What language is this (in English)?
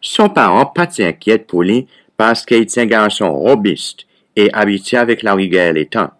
Seselwa Creole French